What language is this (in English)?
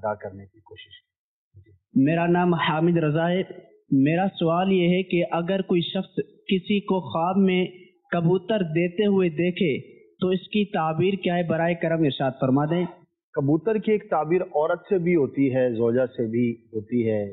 Urdu